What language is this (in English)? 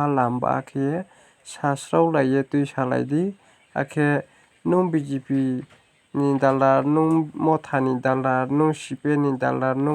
Riang (India)